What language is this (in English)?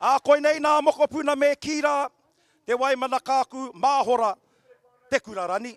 Māori